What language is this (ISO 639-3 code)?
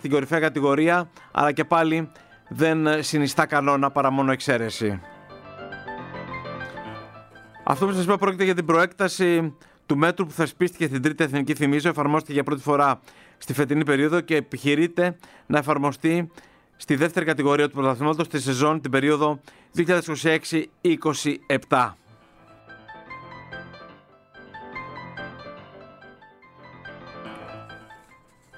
ell